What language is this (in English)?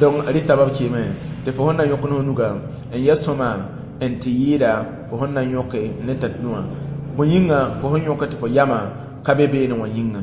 Mossi